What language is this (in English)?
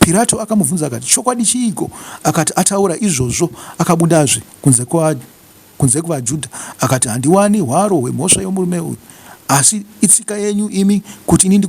Shona